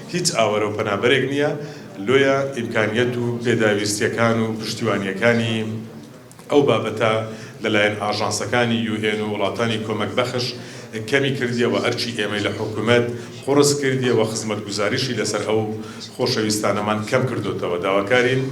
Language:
Central Kurdish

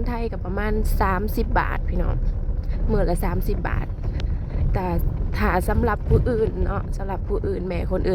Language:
Northeastern Thai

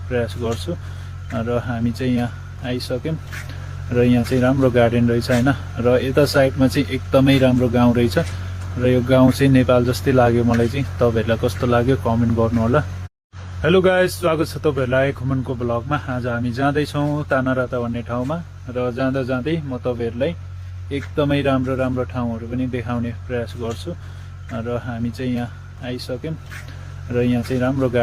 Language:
Nepali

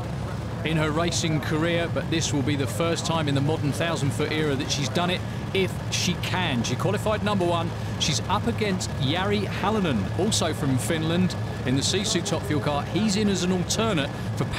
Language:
English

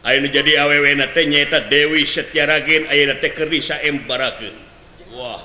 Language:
Sundanese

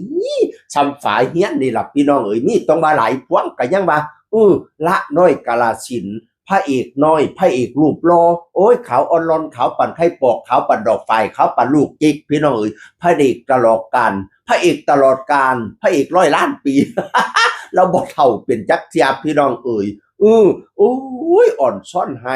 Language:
Northeastern Thai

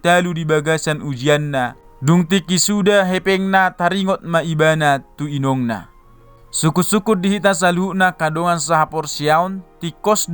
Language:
Batak Toba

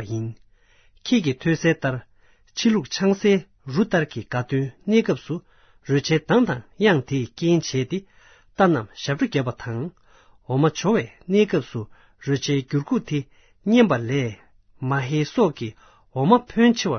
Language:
Tibetan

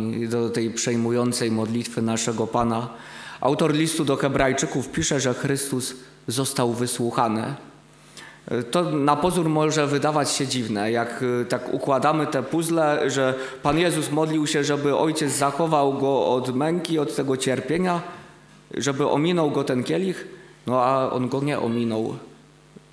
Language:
Polish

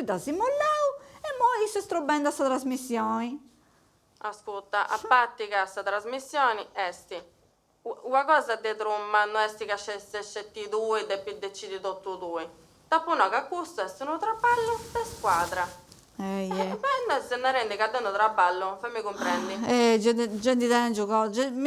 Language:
Sardinian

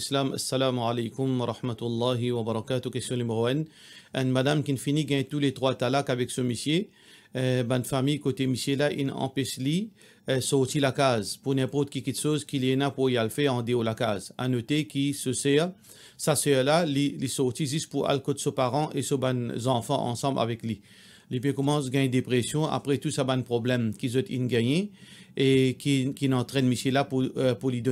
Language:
Morisyen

